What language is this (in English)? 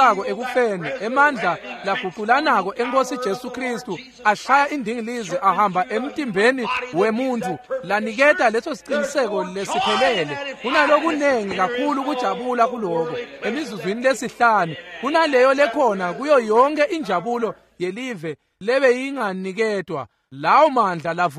Swati